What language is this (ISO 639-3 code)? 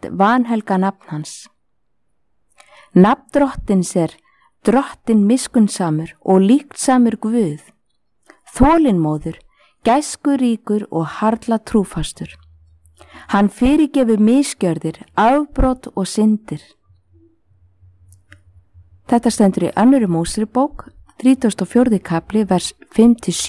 isl